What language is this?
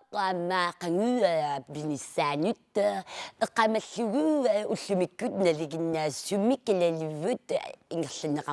Kalaallisut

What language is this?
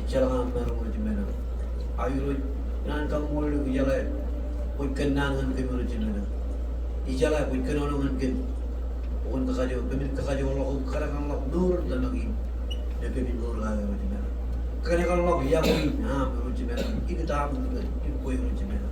Marshallese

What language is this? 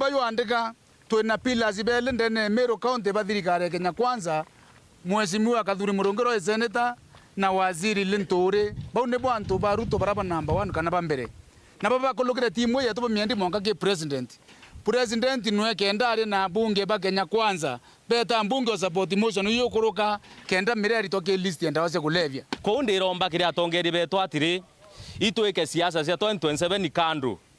Meru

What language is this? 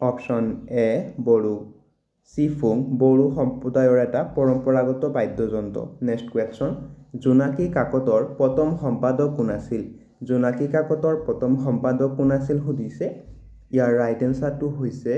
Assamese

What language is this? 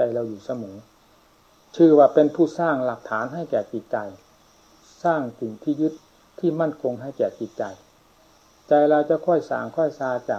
Thai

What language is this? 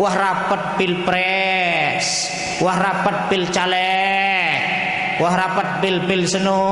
Sasak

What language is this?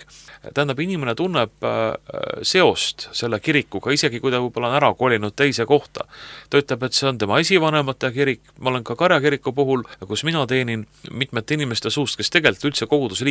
Estonian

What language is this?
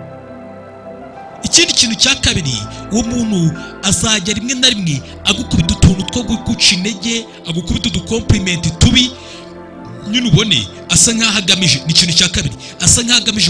Kinyarwanda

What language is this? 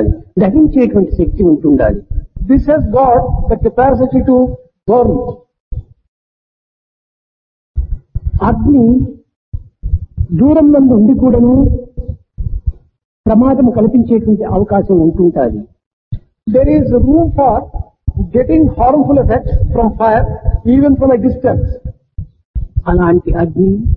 Telugu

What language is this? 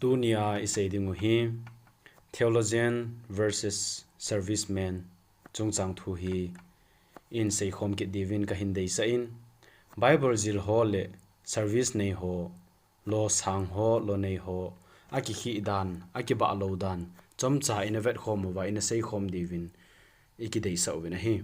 Thado Chin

